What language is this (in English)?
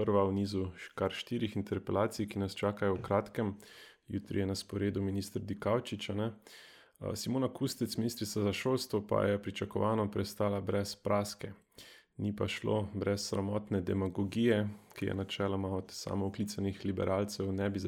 Slovenian